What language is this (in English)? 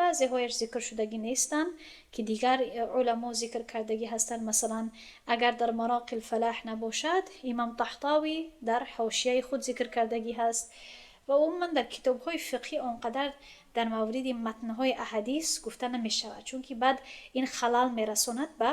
Tajik